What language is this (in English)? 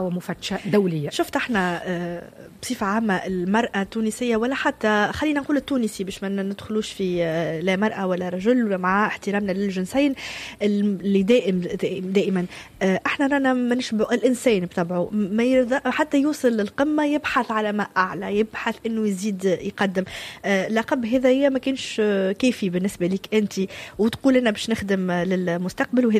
Tunisian Arabic